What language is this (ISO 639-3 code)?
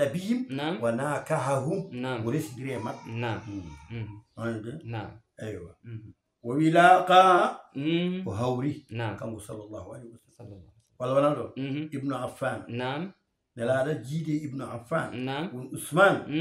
ful